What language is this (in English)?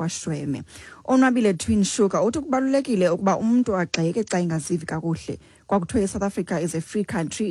Xhosa